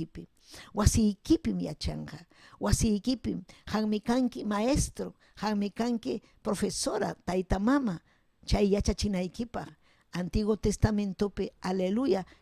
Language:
Ayacucho Quechua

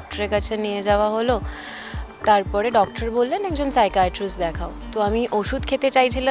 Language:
Bangla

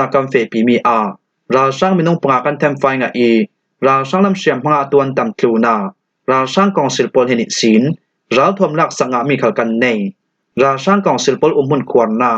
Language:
Falam Chin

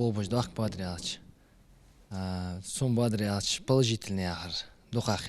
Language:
Ingush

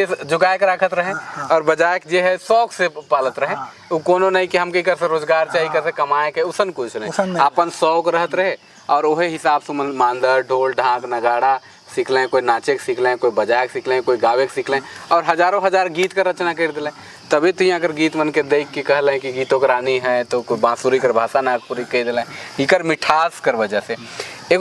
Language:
Sadri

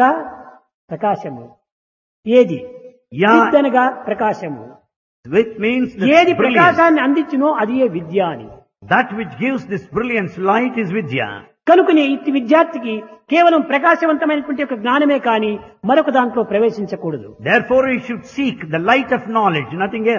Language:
Telugu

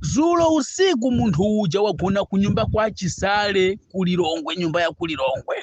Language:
Nyanja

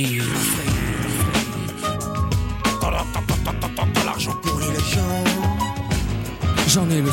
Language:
French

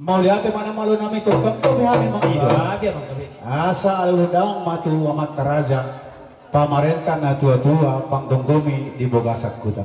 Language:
Batak Toba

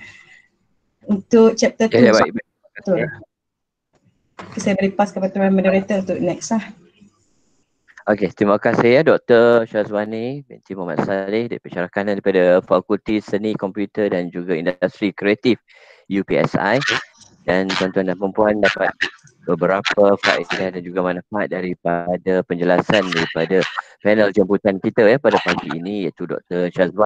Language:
Malay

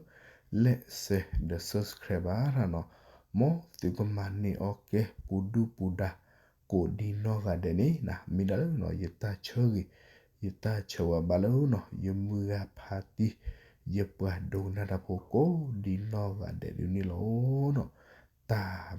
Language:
S'gaw Karen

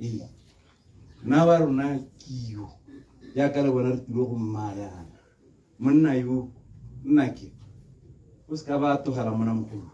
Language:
Tswana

